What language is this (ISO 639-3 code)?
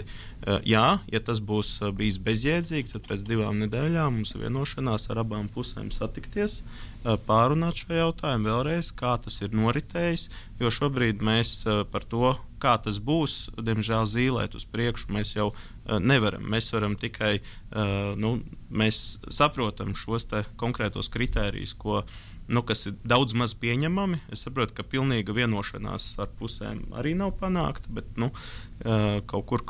lav